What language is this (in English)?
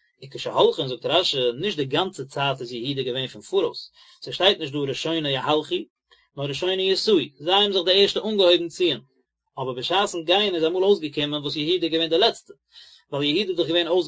Yiddish